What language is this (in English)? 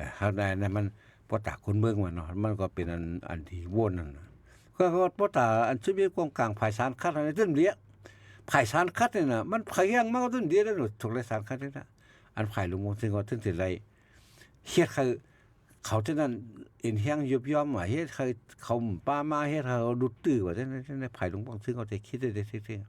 Shan